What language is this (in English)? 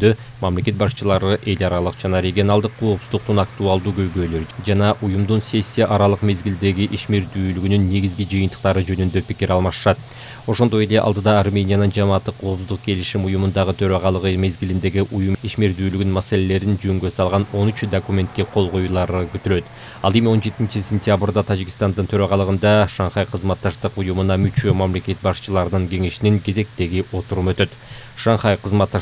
Kyrgyz